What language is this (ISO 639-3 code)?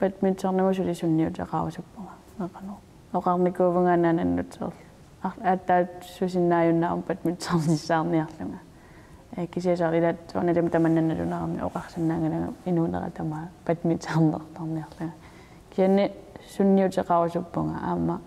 kal